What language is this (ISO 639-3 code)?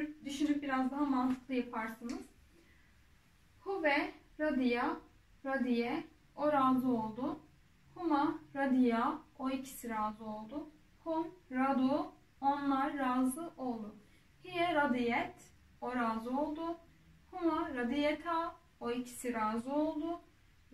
tur